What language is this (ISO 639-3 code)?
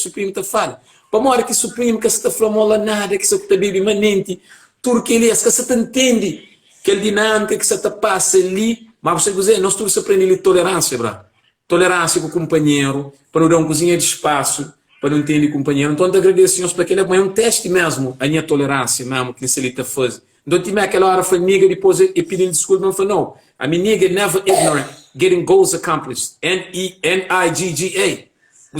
kea